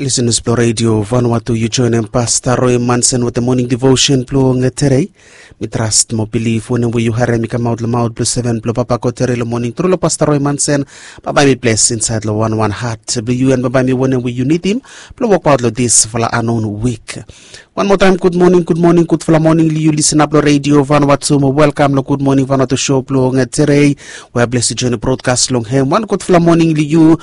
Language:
Bislama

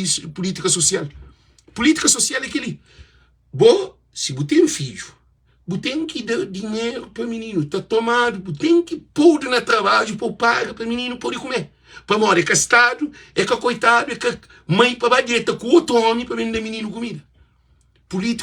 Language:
Kabuverdianu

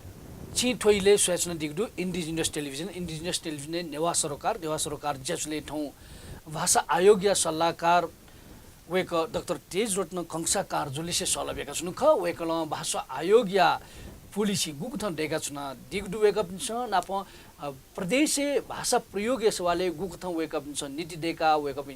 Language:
Newari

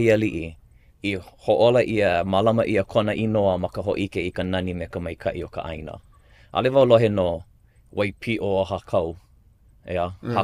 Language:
Hawaiian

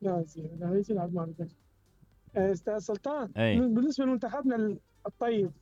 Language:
Mesopotamian Arabic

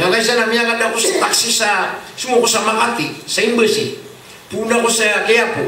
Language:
Maranao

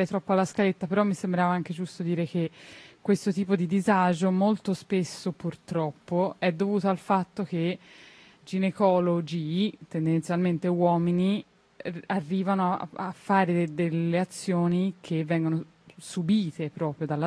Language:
Italian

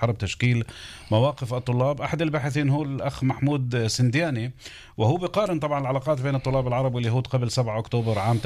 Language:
North Levantine Arabic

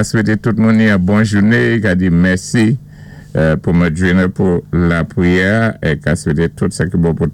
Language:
Saint Lucian Creole French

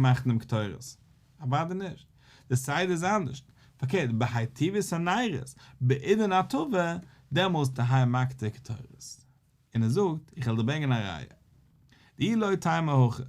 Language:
Yiddish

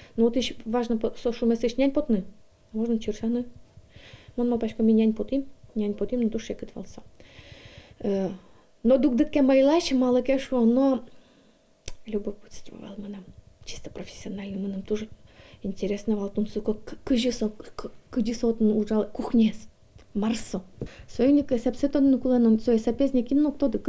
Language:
Udmurt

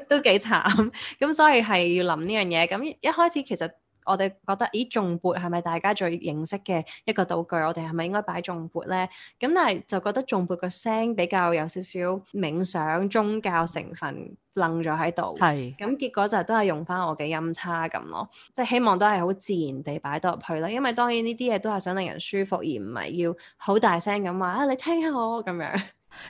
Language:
Cantonese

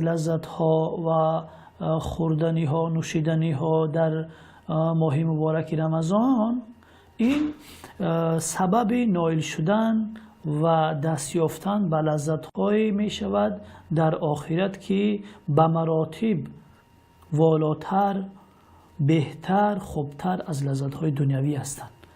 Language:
Tajik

